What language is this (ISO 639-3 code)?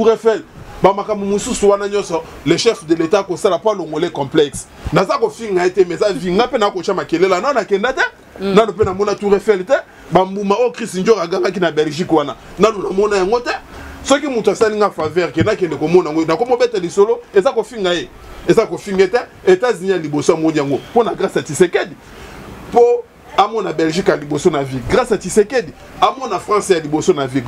lin